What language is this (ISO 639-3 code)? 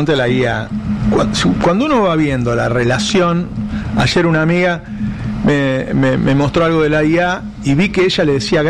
spa